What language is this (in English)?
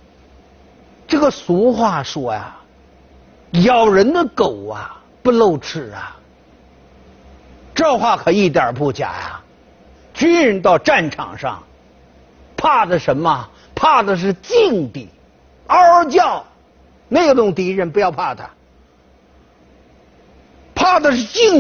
Chinese